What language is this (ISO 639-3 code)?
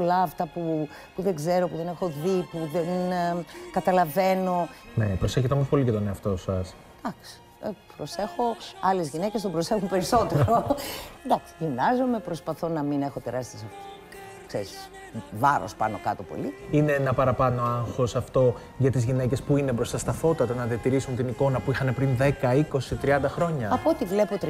ell